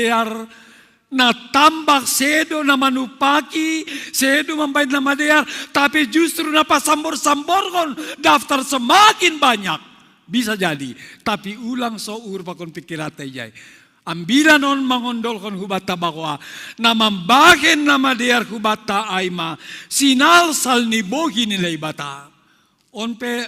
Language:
Batak Simalungun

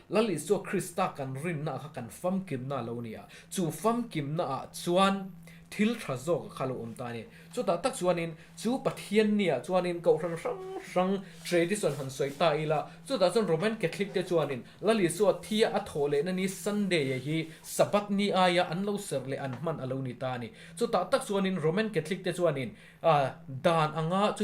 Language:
Mizo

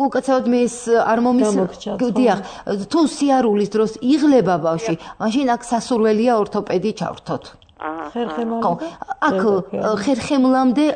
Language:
Georgian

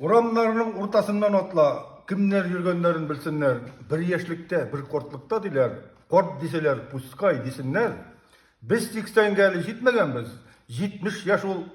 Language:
Tatar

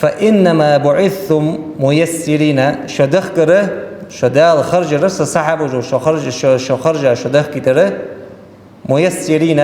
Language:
Ingush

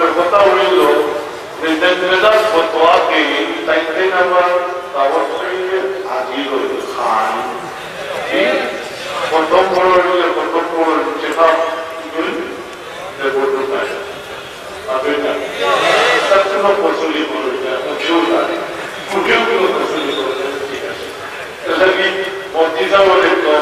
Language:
Sylheti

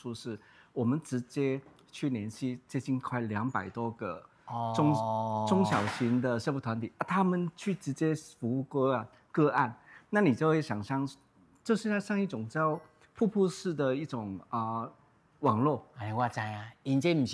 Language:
Min Nan Chinese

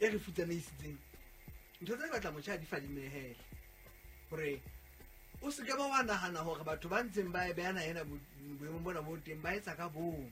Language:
Southern Sotho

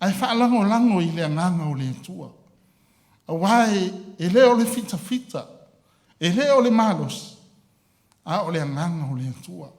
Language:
Samoan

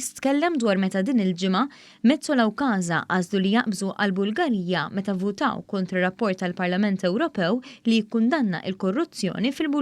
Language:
Maltese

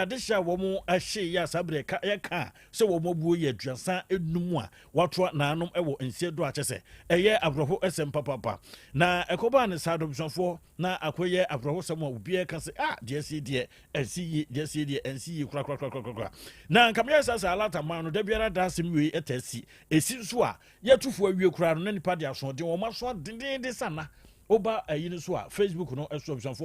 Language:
Akan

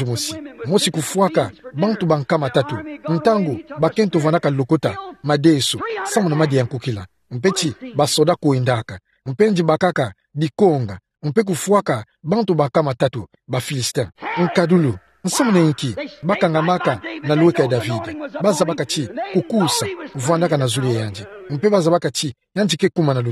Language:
Kituba (Democratic Republic of Congo)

